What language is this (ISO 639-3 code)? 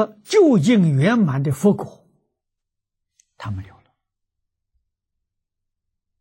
zho